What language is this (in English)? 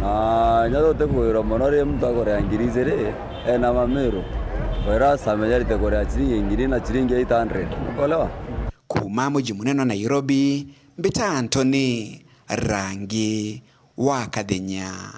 Meru